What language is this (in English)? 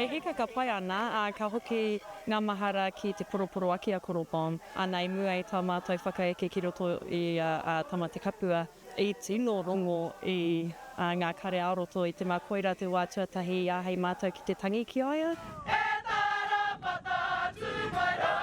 Māori